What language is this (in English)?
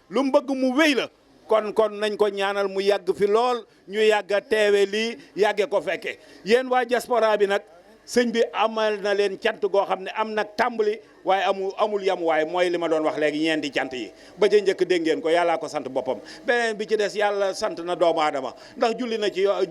Wolof